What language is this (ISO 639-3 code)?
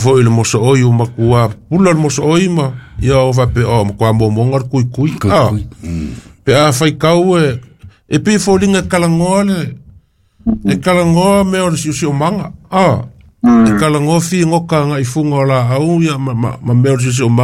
smo